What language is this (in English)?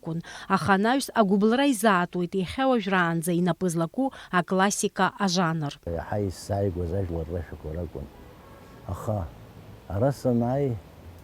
Abkhazian